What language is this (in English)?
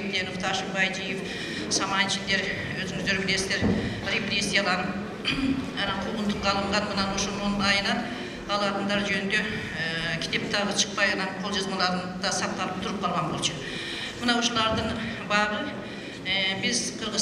Kyrgyz